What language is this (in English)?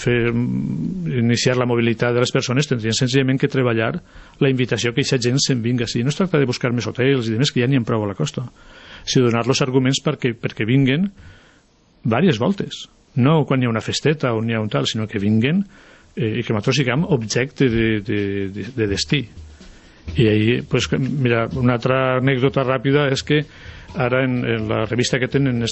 Catalan